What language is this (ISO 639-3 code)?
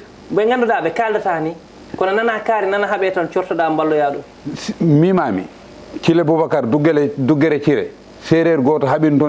ful